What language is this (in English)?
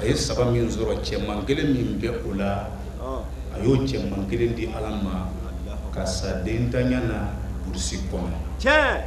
Bambara